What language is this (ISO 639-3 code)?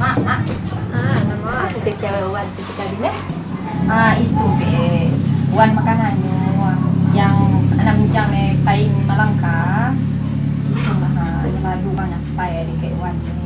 min